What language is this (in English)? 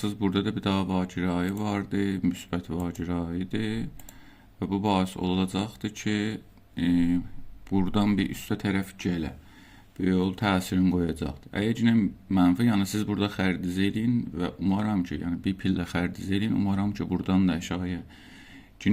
South Azerbaijani